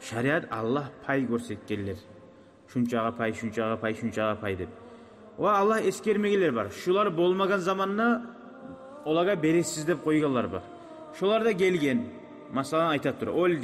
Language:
Kumyk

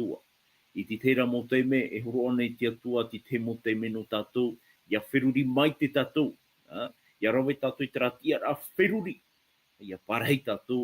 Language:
Tahitian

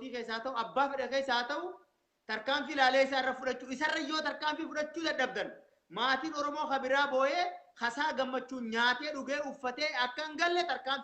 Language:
Oromo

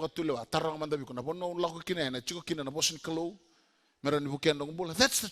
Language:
Fijian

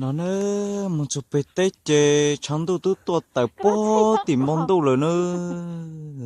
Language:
Hmong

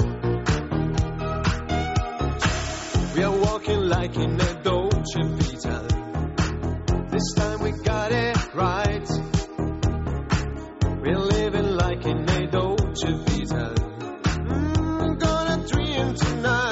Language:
Basque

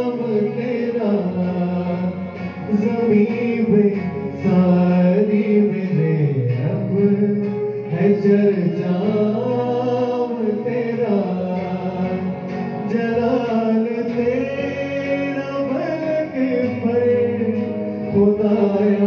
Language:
Hindi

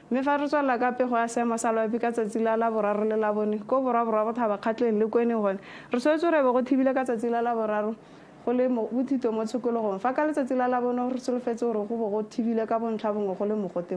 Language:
Tswana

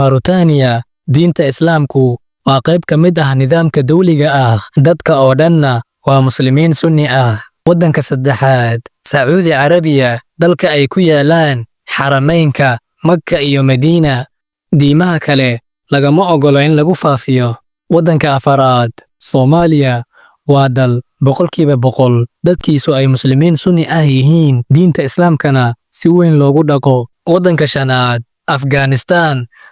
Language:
Somali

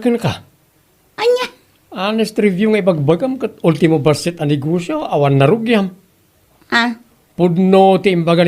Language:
Iloko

